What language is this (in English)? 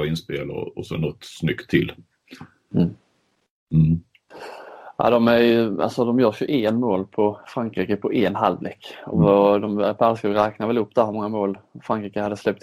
Swedish